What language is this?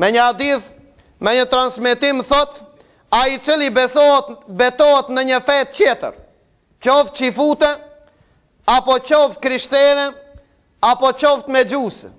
Albanian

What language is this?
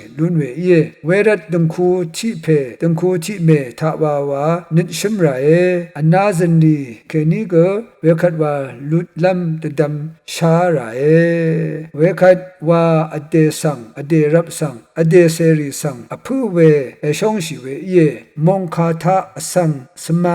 Rawang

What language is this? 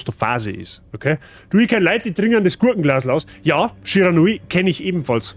Bavarian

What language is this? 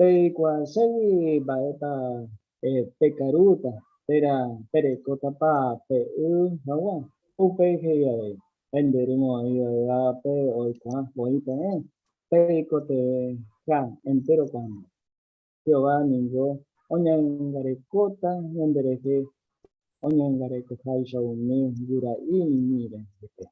Guarani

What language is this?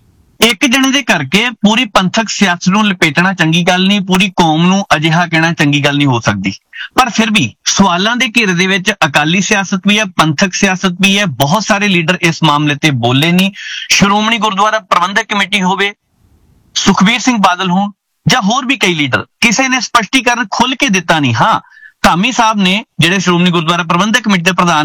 Punjabi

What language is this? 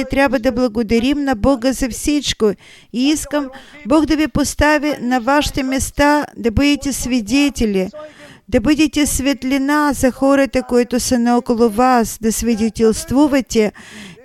Bulgarian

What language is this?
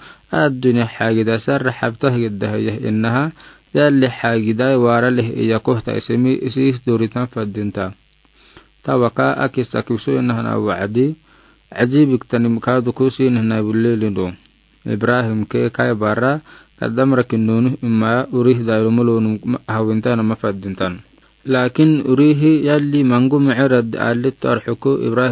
Afar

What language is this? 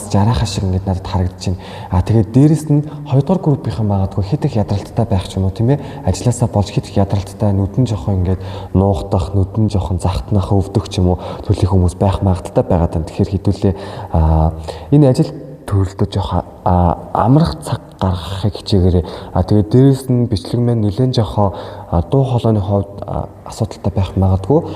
Mongolian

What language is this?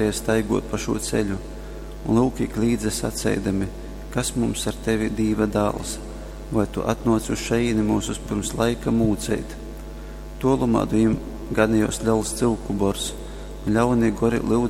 Latgalian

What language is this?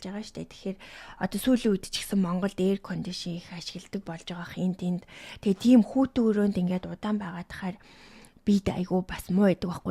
Mongolian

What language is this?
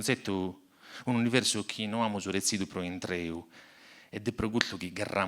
Sardinian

